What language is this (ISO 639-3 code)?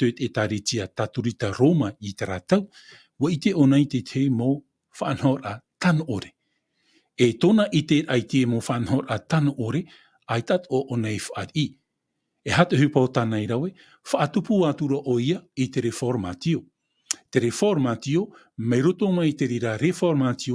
tah